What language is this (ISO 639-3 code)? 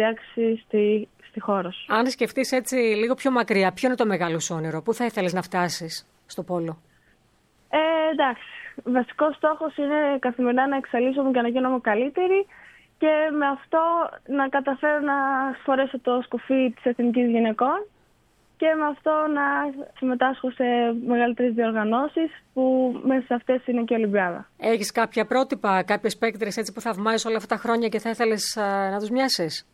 ell